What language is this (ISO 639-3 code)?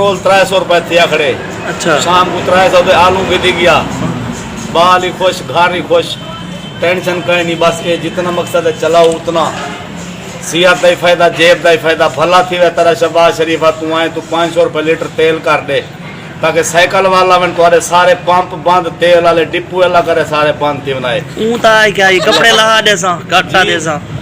skr